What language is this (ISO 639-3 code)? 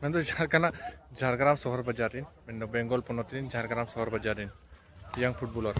sat